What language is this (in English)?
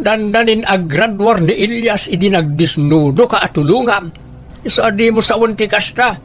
Iloko